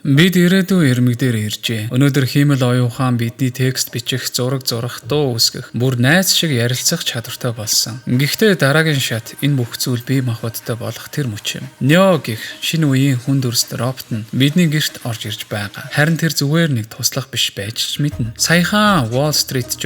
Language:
Mongolian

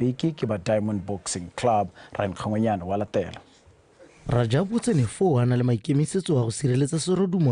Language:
Tswana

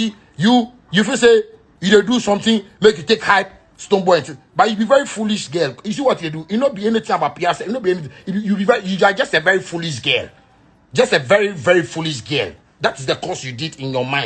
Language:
Nigerian Pidgin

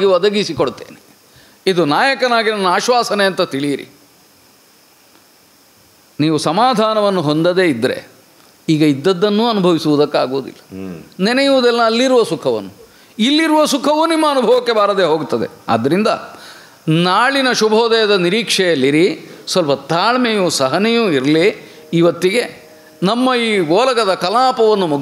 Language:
Kannada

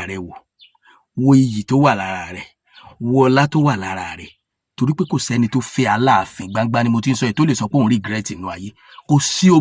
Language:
Yoruba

